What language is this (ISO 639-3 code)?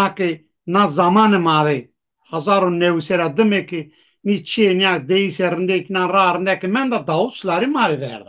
zza